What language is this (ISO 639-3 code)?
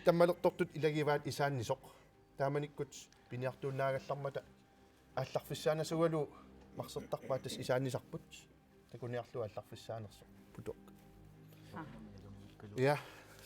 kal